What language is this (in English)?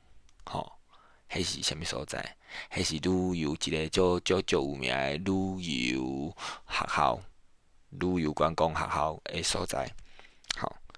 Min Nan Chinese